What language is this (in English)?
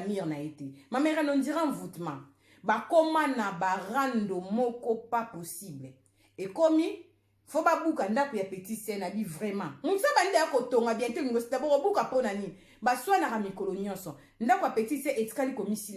Lingala